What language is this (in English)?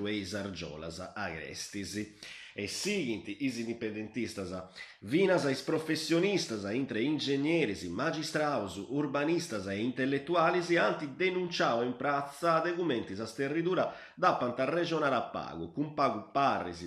Sardinian